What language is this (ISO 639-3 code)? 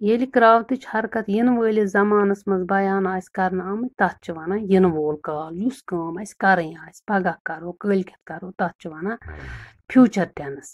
kas